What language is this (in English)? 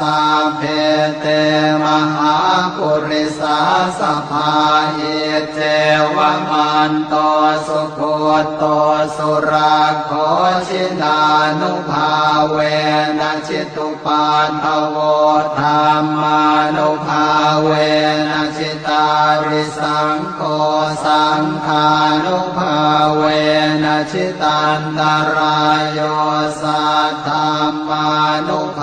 Pali